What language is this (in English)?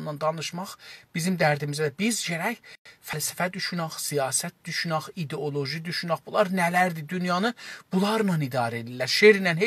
South Azerbaijani